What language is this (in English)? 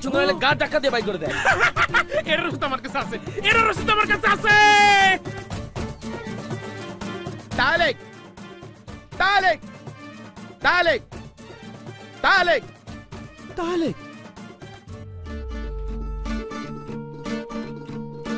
Bangla